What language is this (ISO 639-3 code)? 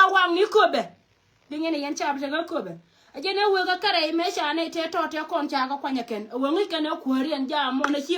nus